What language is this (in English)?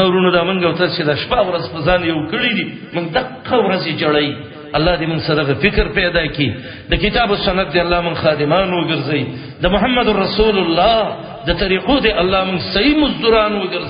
Pashto